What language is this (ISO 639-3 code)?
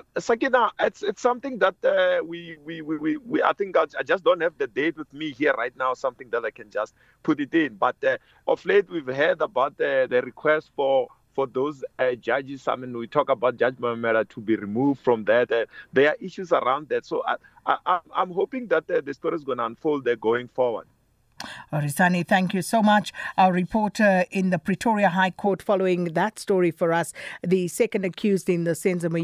eng